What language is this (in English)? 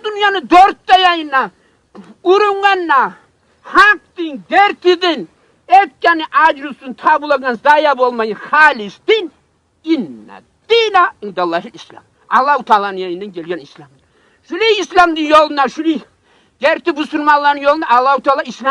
Kumyk